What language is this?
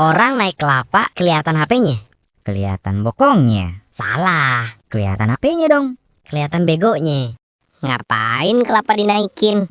Betawi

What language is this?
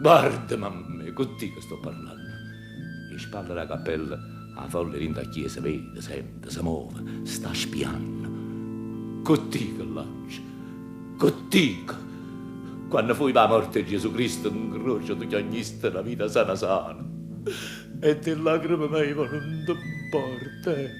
Neapolitan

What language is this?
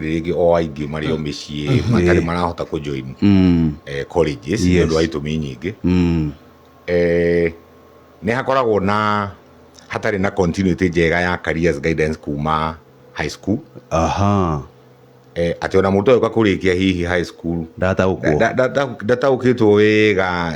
Kikuyu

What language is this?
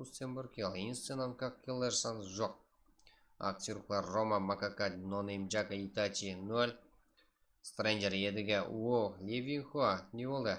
Kara-Kalpak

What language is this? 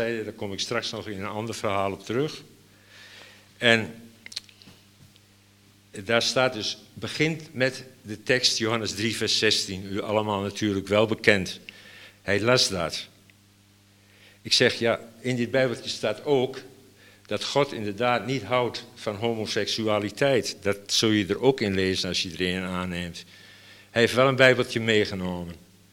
Dutch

